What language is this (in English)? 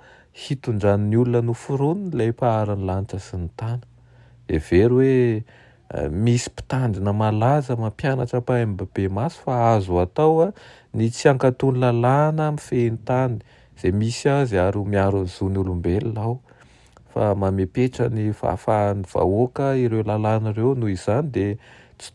Malagasy